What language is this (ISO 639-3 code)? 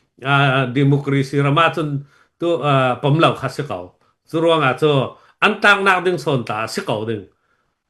cfm